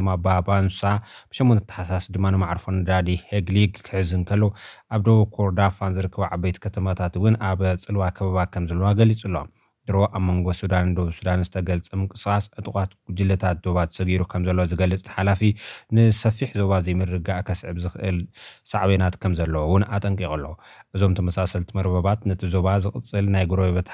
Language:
Tigrinya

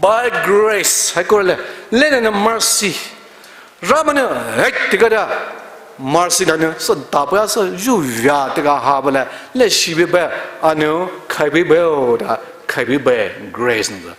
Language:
Poumei Naga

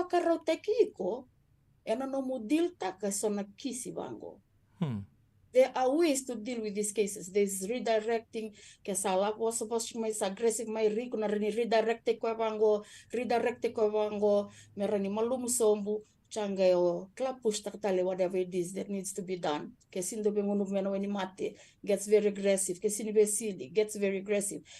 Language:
Fijian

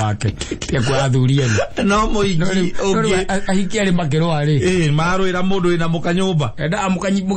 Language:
Kikuyu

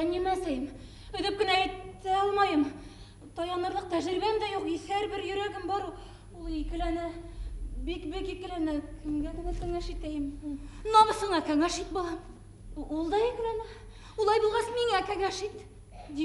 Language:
Bashkir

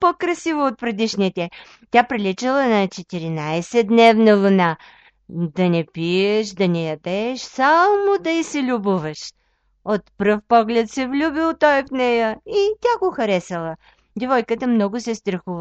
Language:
Bulgarian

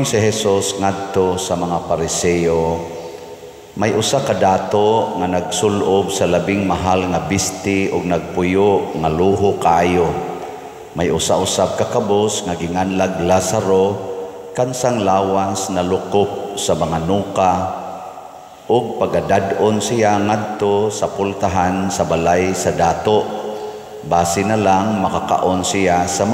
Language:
Cebuano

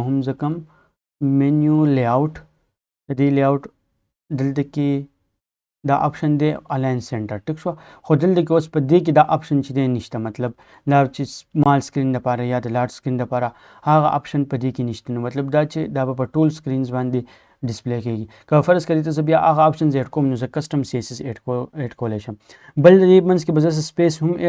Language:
Pashto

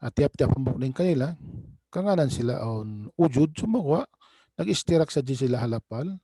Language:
Tausug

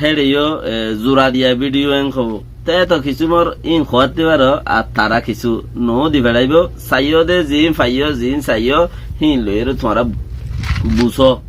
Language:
Rohingya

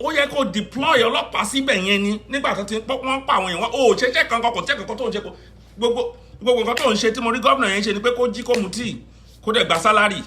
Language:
Yoruba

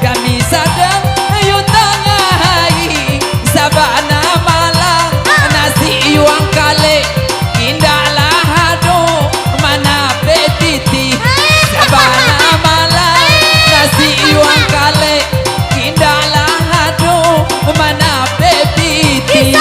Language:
Minangkabau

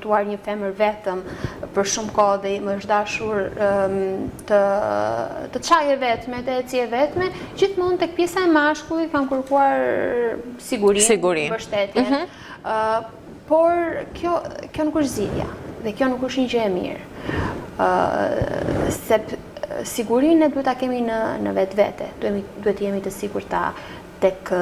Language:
Albanian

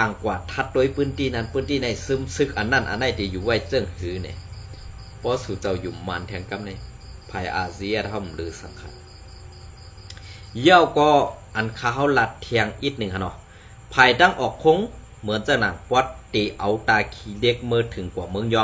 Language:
Shan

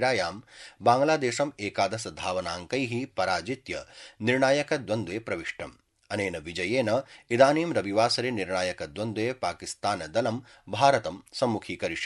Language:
Sanskrit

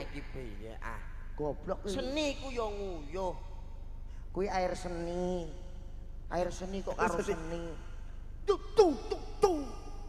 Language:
Javanese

